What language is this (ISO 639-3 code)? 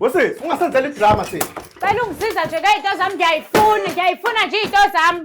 zul